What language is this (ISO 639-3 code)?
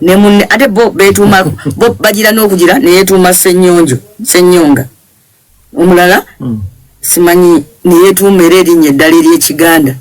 lug